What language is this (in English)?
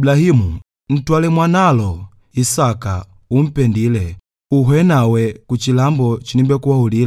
Makonde